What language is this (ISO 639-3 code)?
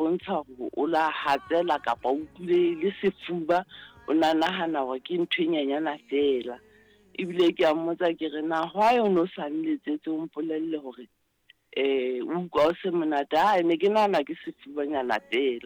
sot